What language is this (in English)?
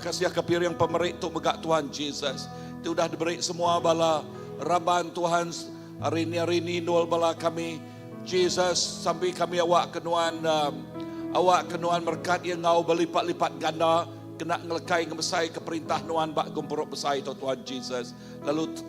Iban